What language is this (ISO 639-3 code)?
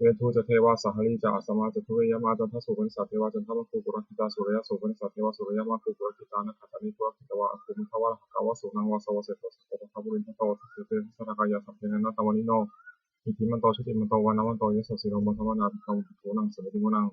pli